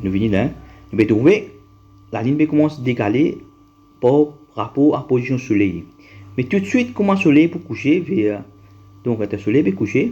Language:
Morisyen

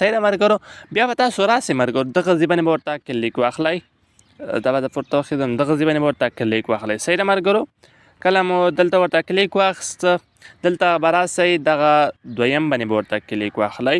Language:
Pashto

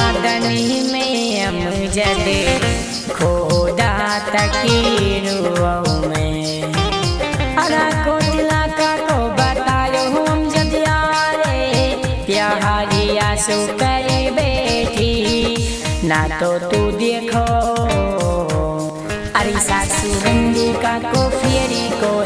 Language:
Haryanvi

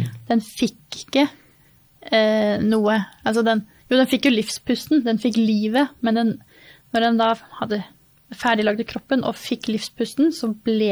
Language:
Norwegian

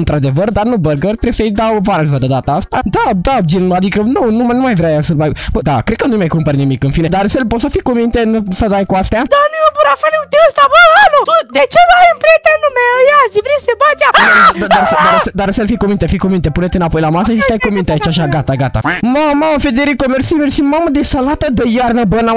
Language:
Romanian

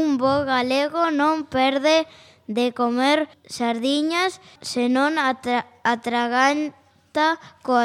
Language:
Galician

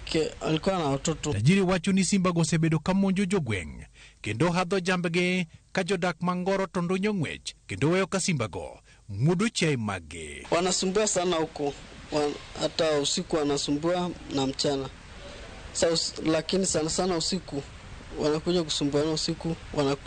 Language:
Luo (Kenya and Tanzania)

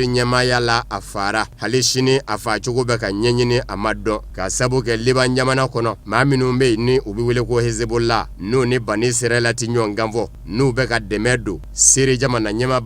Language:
Bambara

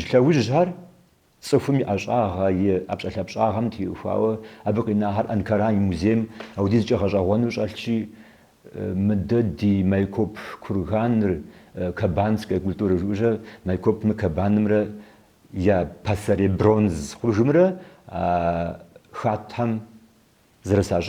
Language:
Kabardian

